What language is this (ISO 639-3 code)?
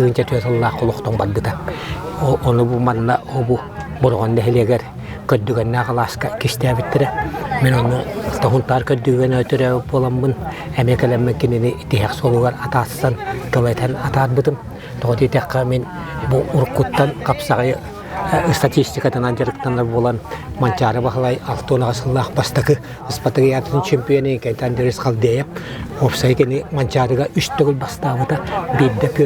sah